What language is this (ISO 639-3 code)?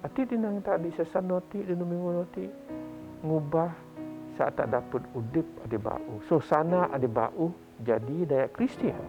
bth